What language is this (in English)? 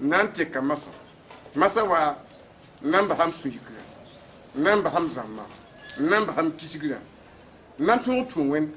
Mossi